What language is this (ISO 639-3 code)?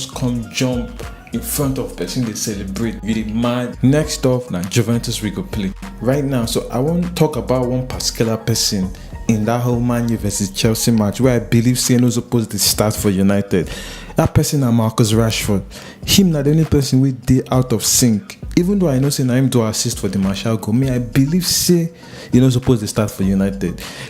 pcm